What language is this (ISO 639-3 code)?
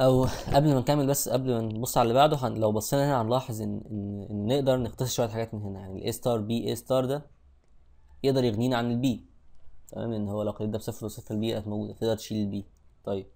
arz